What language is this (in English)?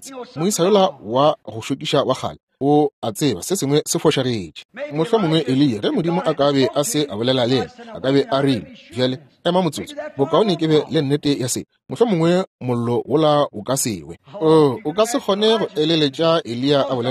Northern Sotho